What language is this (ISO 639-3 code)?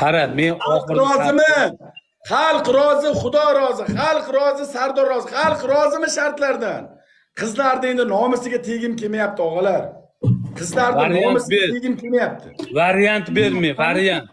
uzb